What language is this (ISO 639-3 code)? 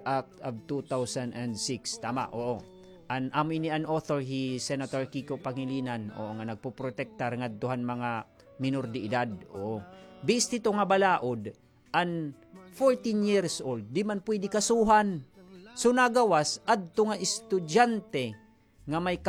war